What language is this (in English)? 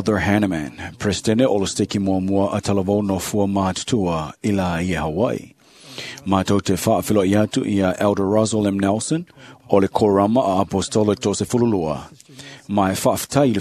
Samoan